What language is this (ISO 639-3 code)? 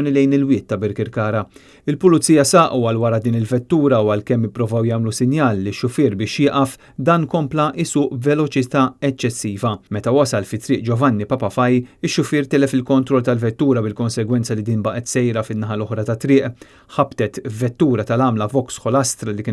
mlt